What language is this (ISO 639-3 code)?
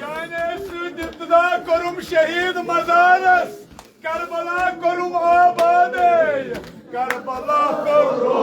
kas